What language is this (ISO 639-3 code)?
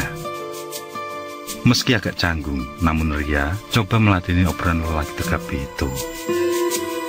ind